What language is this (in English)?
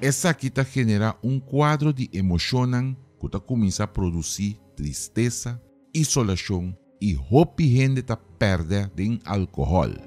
Papiamento